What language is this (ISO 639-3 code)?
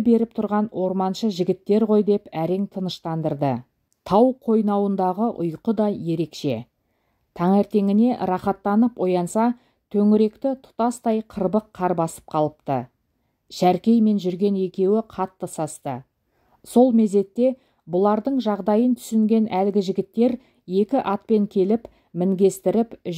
kaz